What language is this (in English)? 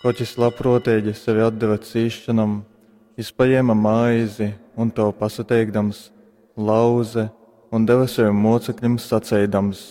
Latgalian